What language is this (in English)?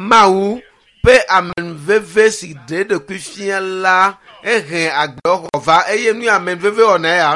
Ewe